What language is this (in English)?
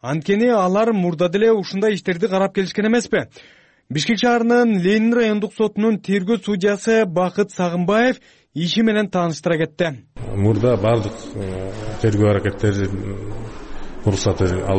Kyrgyz